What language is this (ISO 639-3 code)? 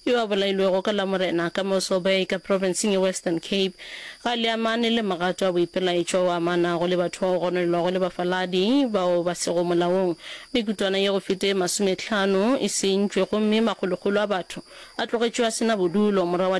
nso